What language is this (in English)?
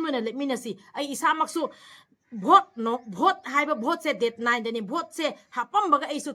Manipuri